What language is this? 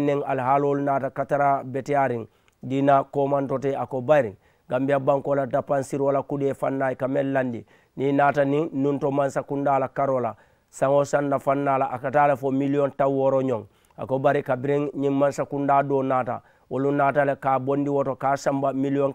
Mandingo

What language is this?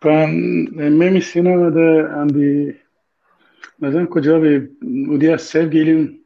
Balkan Romani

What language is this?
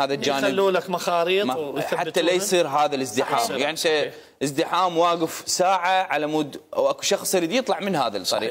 Mesopotamian Arabic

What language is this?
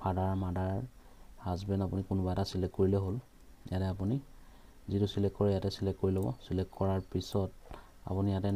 Assamese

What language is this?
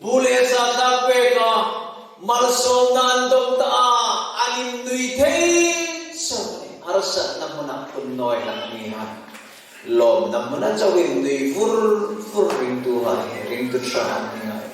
Hmar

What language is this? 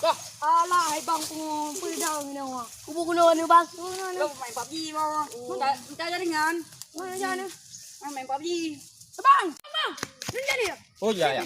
Achinese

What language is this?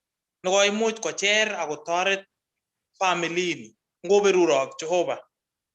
Kalenjin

